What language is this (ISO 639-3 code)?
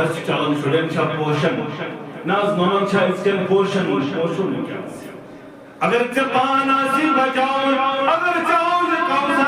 kas